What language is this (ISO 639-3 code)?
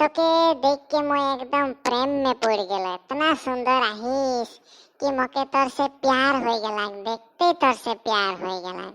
sck